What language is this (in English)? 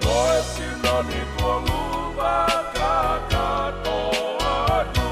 Tongan